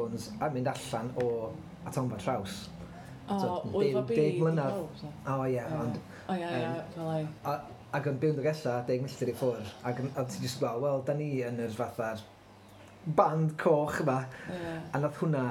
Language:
Welsh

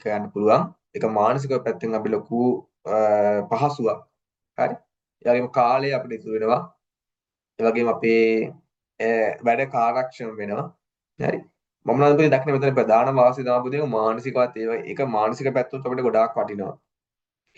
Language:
Sinhala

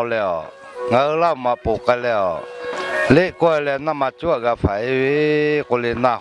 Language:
Lahu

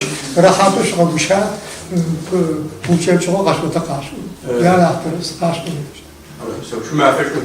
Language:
Adyghe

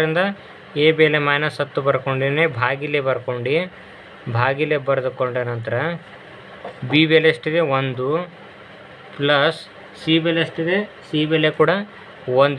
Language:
Kannada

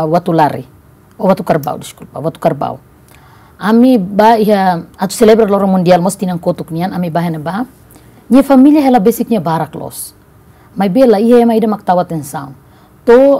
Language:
Tetum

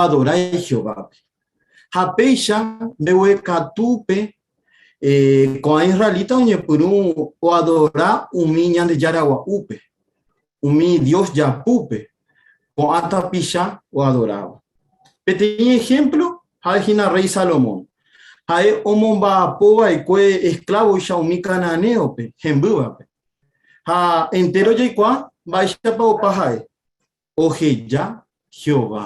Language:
Guarani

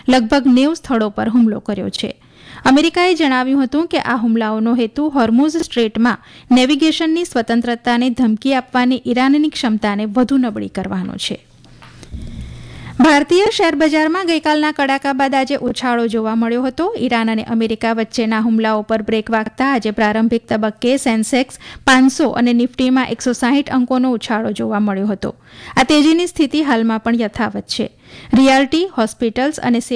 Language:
Gujarati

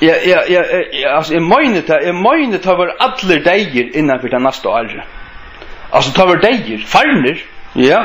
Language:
Faroese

